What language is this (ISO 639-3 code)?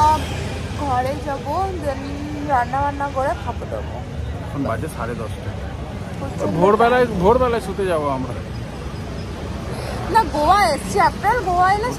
ben